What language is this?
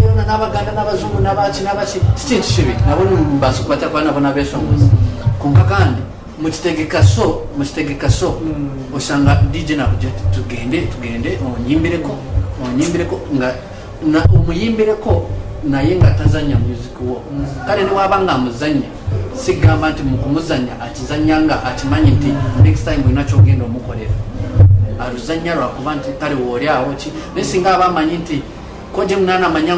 Nyankole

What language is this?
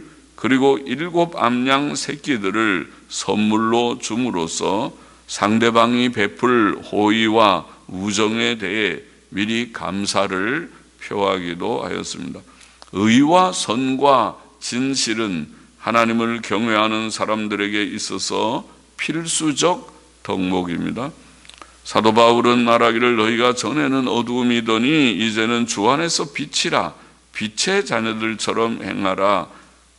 Korean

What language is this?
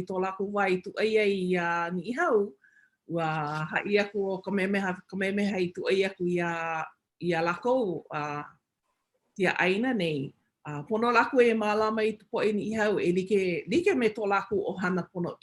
Hawaiian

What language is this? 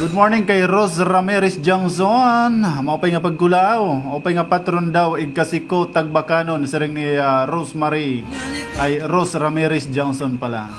Waray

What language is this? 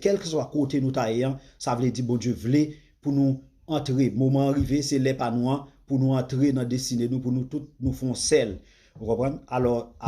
Haitian Creole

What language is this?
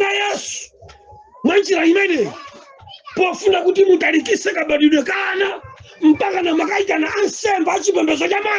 Nyanja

